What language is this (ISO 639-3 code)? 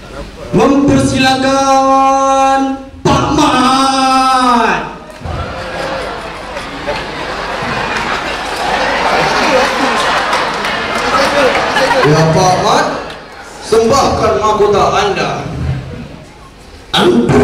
msa